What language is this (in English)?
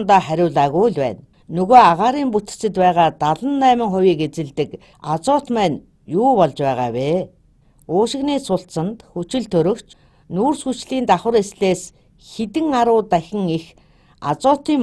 Mongolian